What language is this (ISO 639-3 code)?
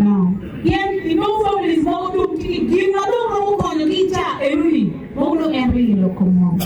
ach